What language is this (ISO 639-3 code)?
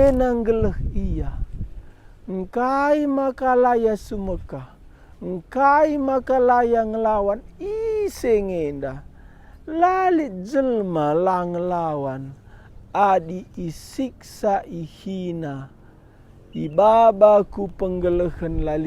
btx